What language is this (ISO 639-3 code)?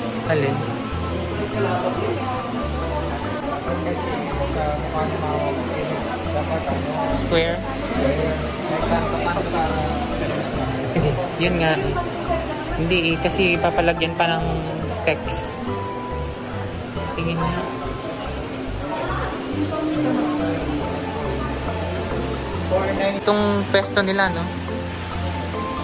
fil